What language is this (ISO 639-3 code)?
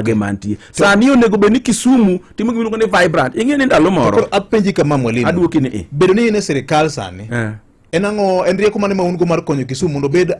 luo